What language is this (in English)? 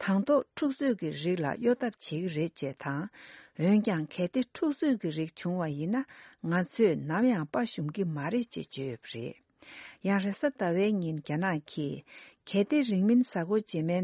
Tibetan